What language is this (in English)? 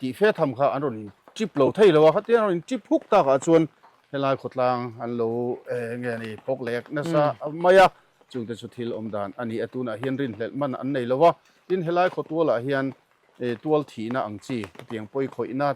Mizo